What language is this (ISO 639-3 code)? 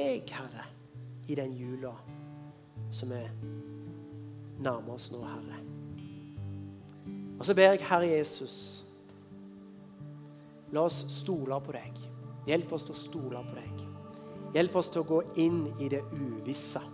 nor